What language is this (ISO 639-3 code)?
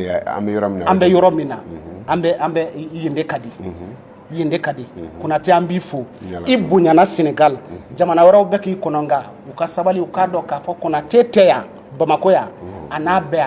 bam